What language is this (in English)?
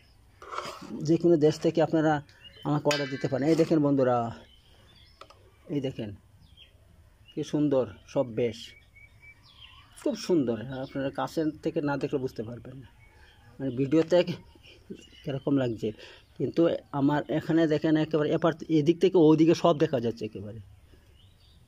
Bangla